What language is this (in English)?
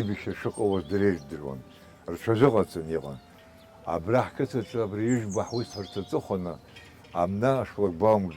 Abkhazian